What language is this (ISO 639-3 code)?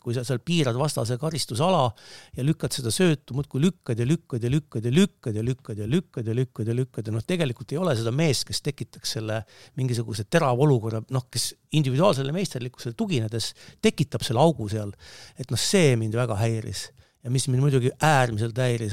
est